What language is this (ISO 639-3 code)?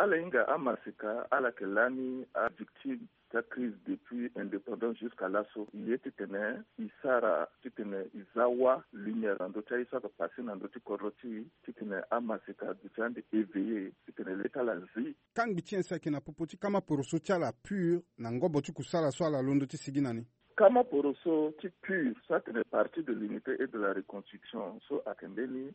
sag